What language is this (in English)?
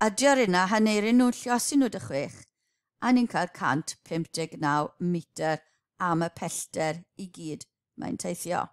Welsh